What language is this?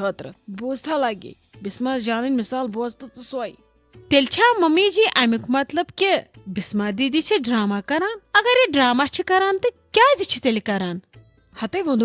Kashmiri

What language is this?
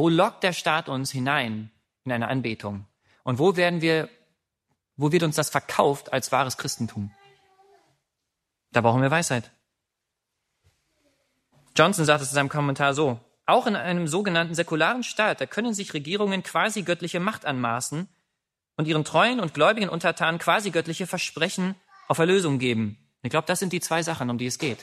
German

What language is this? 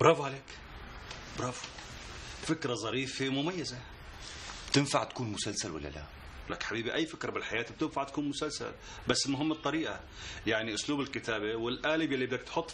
North Levantine Arabic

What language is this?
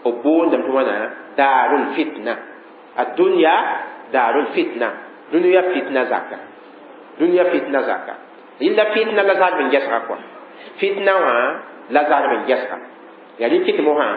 Mossi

